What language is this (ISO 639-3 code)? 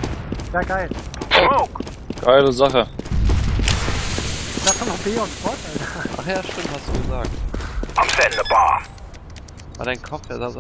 deu